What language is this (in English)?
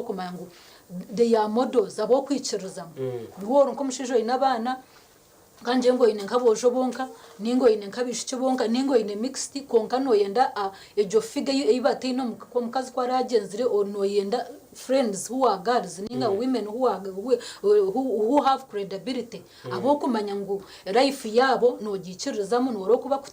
Nyankole